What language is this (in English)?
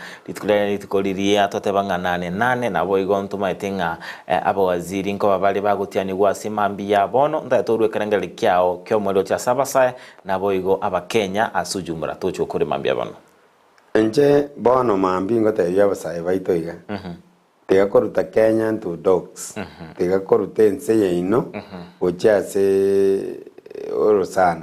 Gusii